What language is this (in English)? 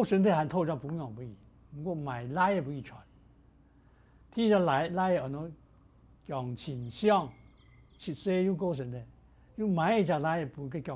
Hakka Chinese